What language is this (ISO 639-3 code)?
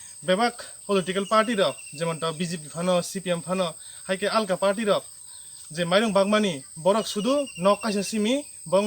trp